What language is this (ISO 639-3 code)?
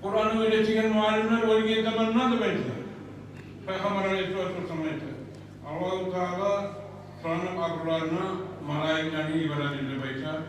kum